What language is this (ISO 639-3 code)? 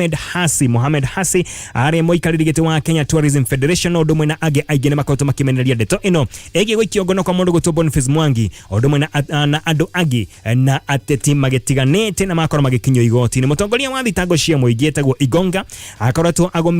kik